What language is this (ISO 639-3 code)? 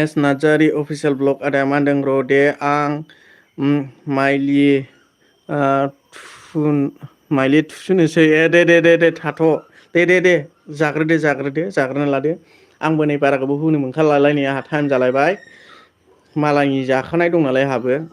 brx